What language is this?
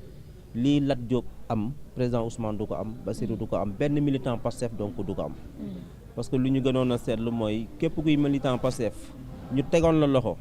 Wolof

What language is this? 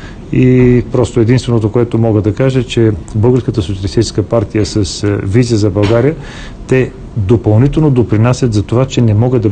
Bulgarian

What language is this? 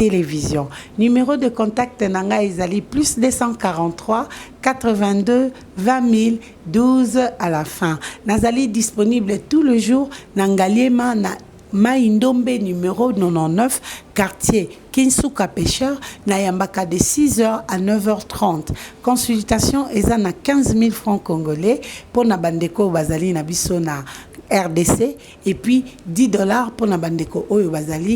Lingala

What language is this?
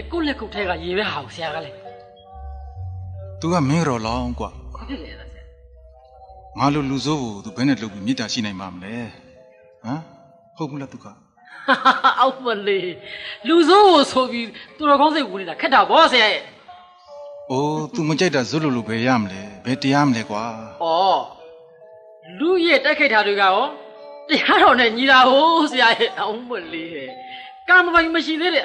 Burmese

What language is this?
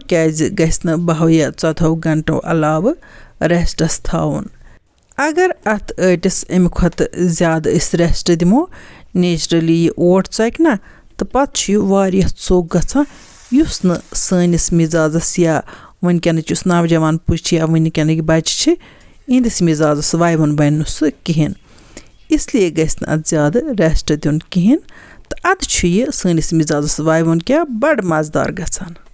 Kashmiri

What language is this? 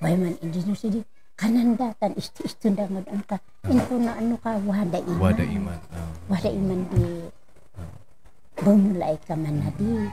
Kankanaey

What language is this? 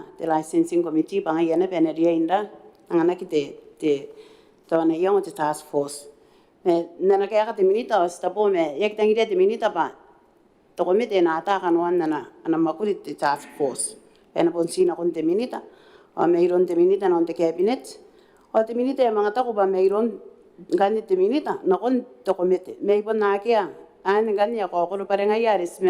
Gilbertese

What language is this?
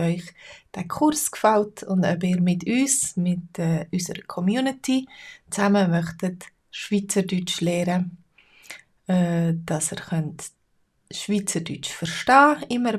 Swiss German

